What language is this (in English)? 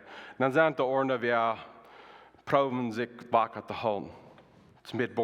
Plautdietsch